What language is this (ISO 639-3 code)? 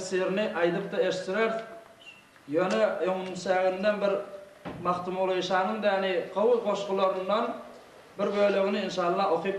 tuk